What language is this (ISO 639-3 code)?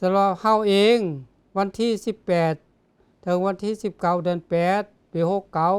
lao